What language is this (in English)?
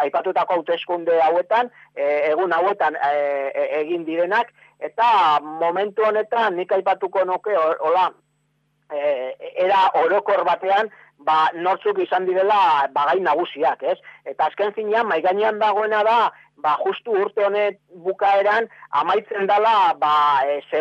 Basque